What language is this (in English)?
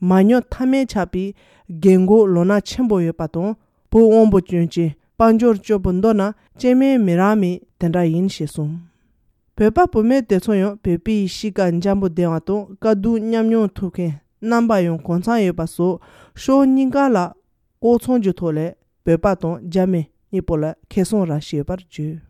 Tibetan